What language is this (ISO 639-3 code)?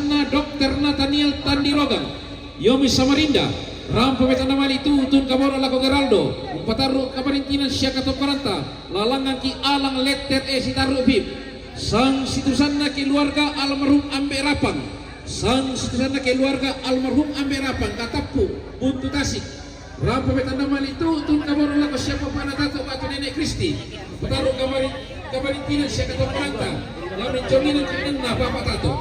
sda